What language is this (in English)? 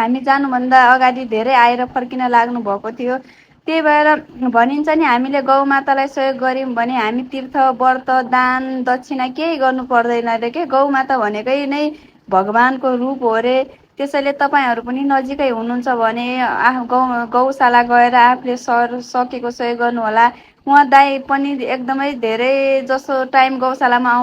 Nepali